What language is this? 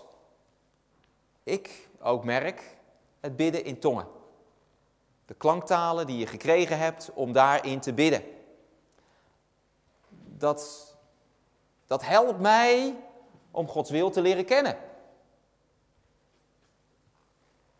Dutch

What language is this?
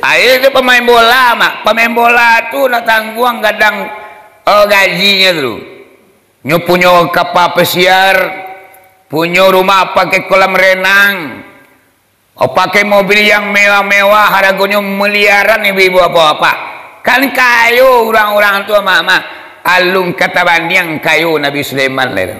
Minangkabau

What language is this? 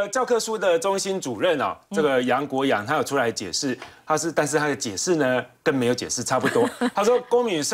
Chinese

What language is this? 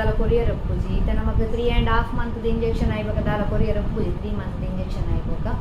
Tulu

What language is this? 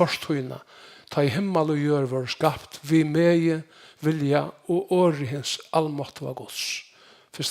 Faroese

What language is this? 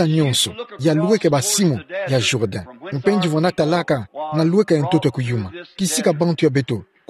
Kituba (Democratic Republic of Congo)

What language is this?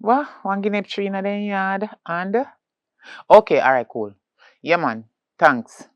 Jamaican Creole English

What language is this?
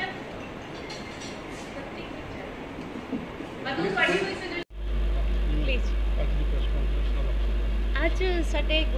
Punjabi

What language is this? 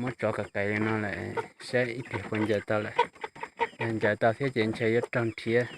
Hmong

